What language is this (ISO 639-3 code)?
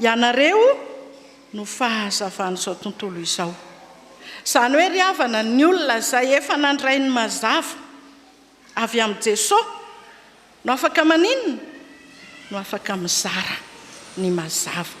mlg